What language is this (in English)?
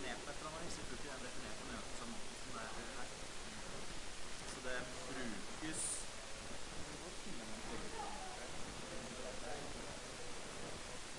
Norwegian